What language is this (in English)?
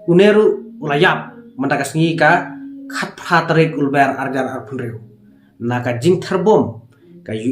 Khasi